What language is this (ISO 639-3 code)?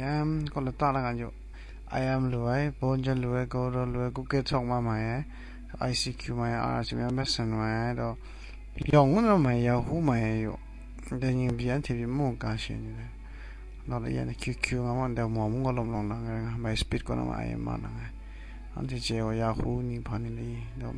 kac